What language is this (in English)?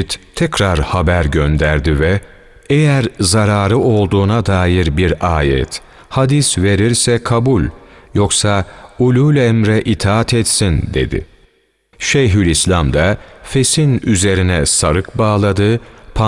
Turkish